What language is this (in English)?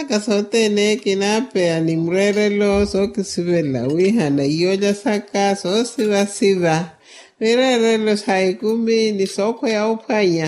Makhuwa